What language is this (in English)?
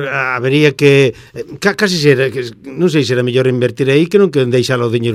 Galician